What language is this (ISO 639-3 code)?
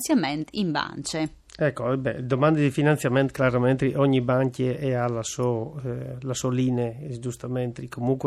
fur